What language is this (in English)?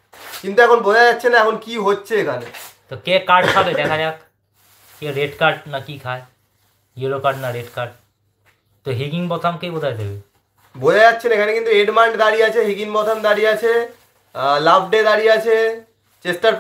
Bangla